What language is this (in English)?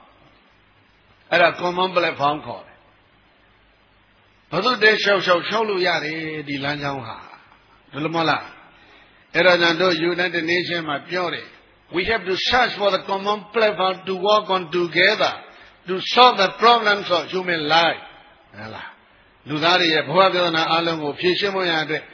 Burmese